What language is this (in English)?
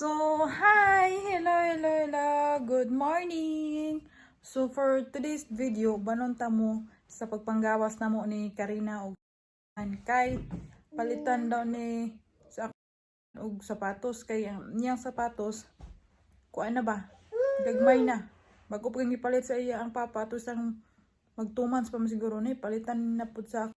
Cebuano